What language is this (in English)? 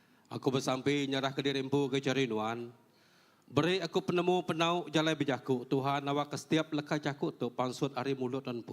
Iban